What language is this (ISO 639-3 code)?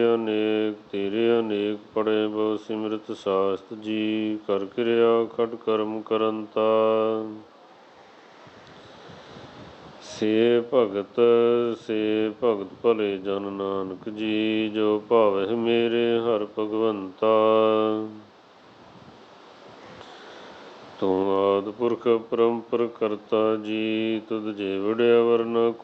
pan